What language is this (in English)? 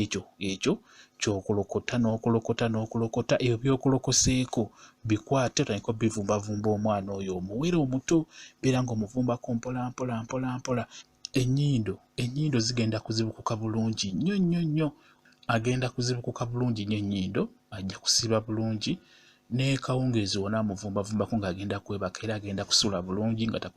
Ganda